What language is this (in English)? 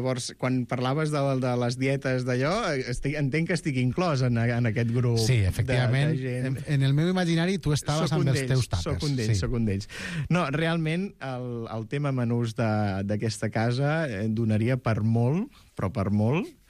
Catalan